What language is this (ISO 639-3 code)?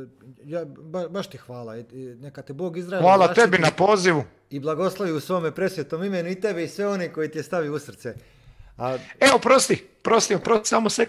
hrv